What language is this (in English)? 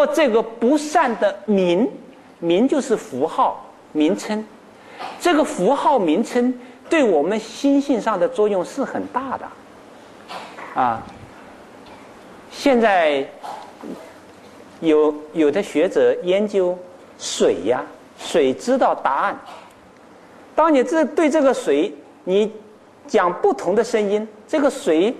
Chinese